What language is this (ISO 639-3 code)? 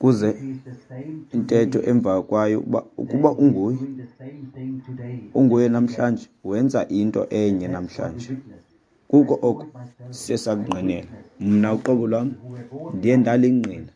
xho